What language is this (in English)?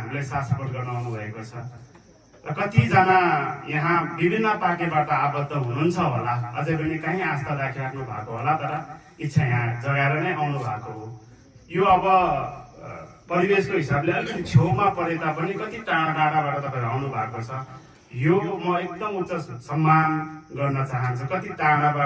Nepali